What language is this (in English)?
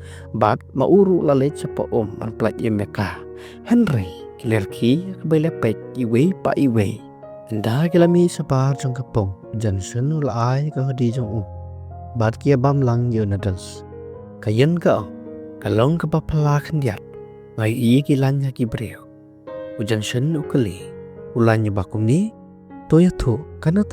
Khasi